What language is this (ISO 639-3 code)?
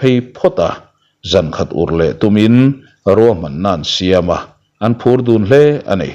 lus